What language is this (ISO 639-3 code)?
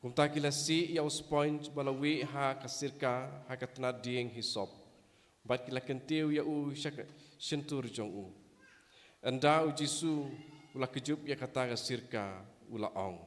kha